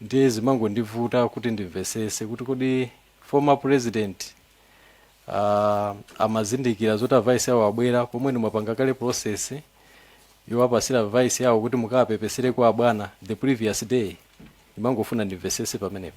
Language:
Nyanja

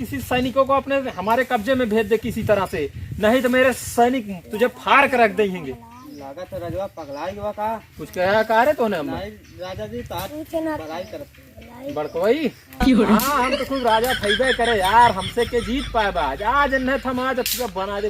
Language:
Bhojpuri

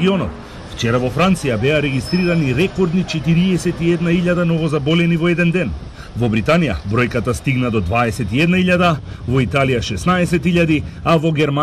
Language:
Macedonian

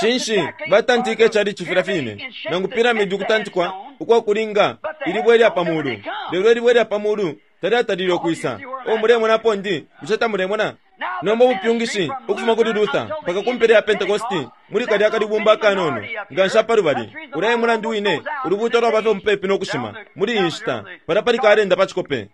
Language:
Bemba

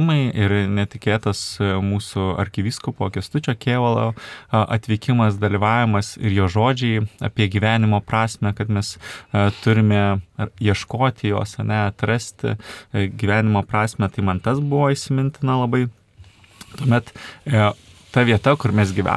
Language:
Lithuanian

